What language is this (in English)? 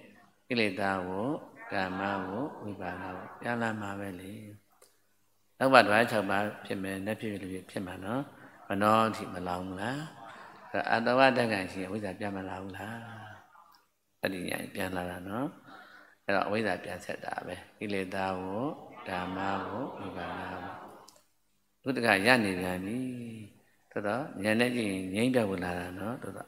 Burmese